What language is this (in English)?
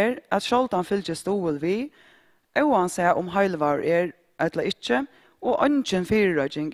Faroese